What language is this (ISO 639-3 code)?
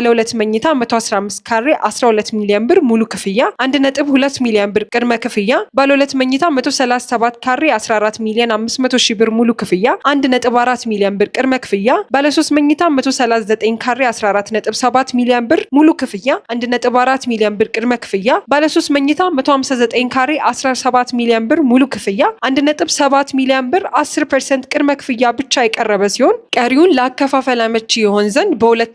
amh